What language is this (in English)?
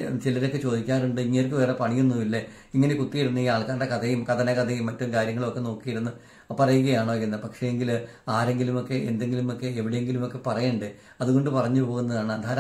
Malayalam